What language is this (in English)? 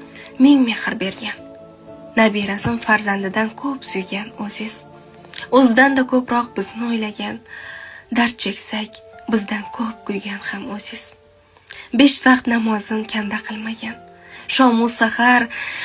Uzbek